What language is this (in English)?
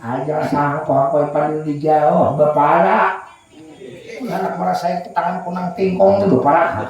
Banjar